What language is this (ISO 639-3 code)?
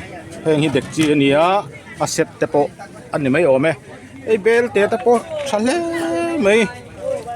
lus